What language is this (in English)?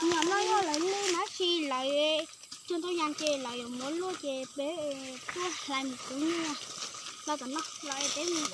Hmong